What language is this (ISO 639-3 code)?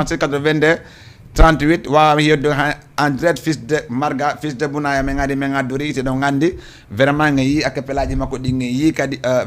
ful